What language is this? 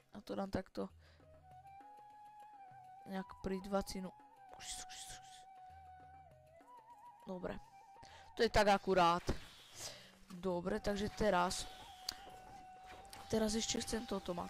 Slovak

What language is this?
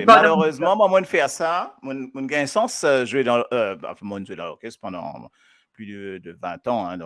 Morisyen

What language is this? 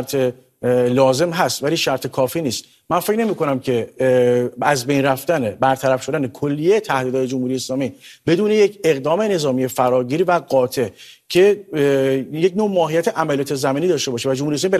Persian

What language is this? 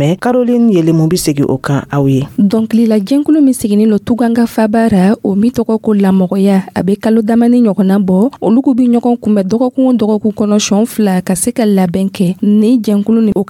Dyula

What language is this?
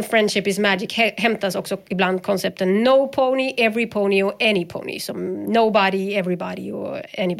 Swedish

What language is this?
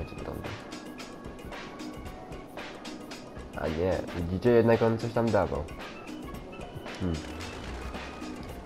Polish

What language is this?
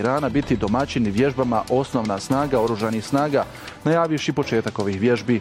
Bosnian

